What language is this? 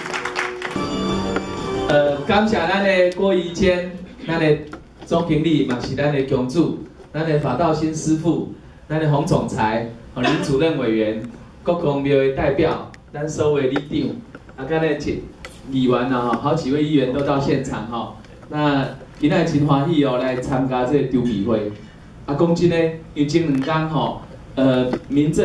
Min Nan Chinese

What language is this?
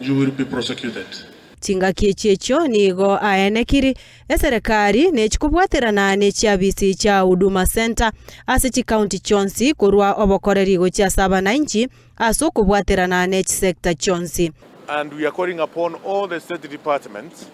Gusii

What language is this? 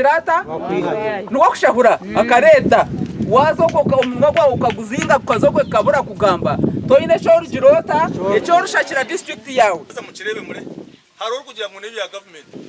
Nyankole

